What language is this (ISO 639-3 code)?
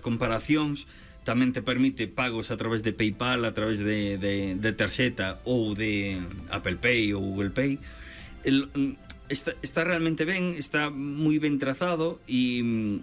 glg